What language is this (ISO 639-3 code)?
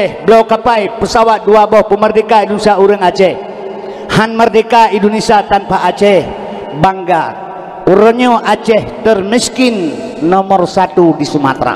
ace